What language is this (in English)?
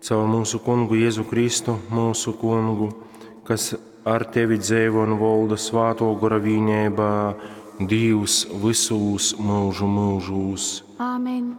Latgalian